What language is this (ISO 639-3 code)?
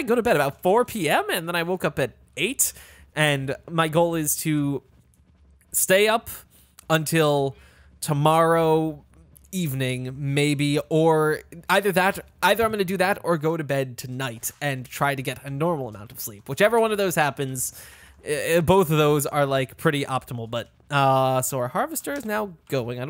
eng